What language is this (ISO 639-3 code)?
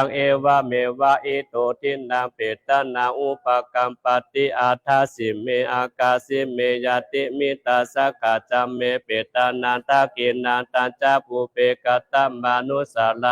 pli